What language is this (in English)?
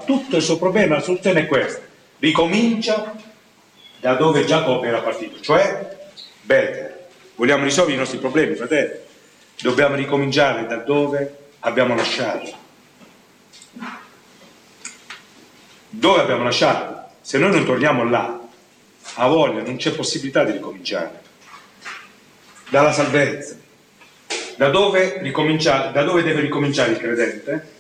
Italian